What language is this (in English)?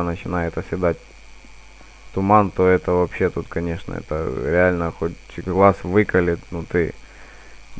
Russian